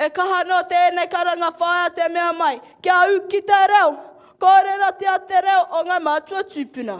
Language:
Māori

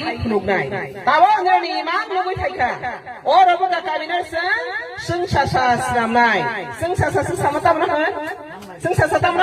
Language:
Kok Borok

